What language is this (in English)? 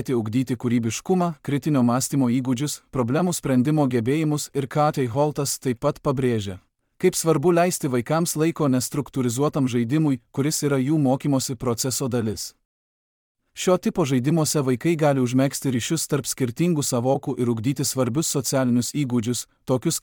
Lithuanian